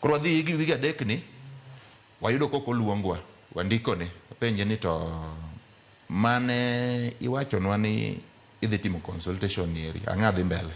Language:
Luo (Kenya and Tanzania)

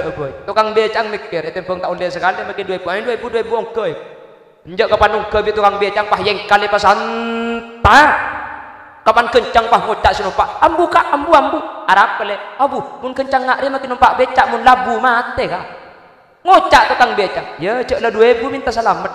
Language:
Madurese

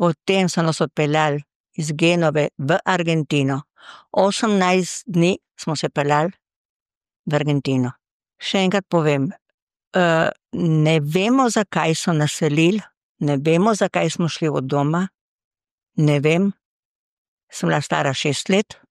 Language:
Slovenian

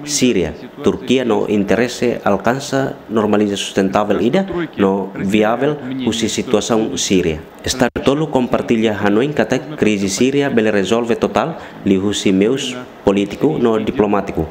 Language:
Tetum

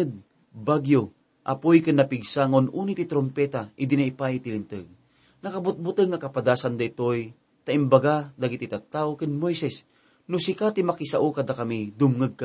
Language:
Iloko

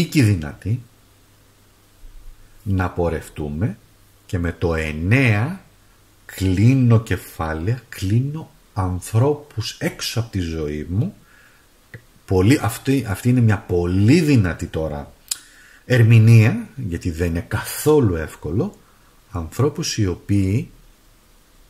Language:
Greek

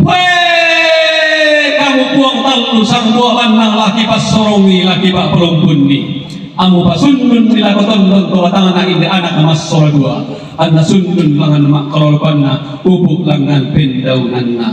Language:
Toraja-Sa'dan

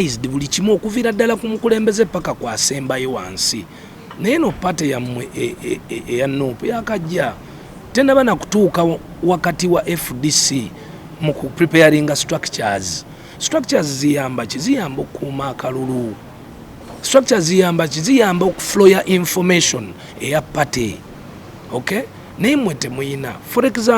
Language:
Ganda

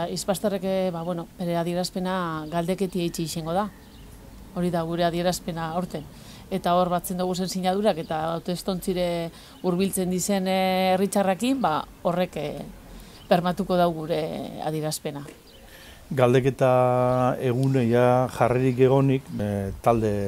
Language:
Basque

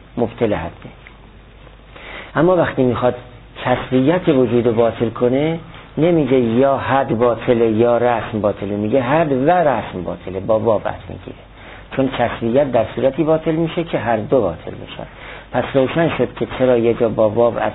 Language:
Persian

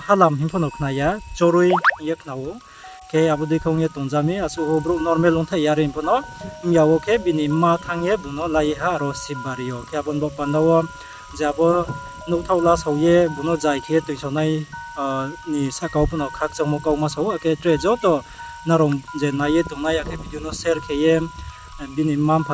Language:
Riang (India)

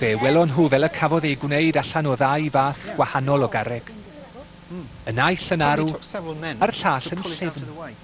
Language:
Welsh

